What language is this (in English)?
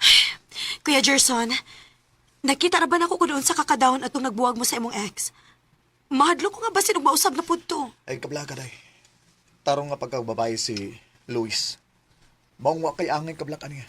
Cebuano